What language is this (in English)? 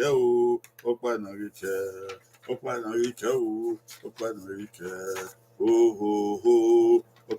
Bini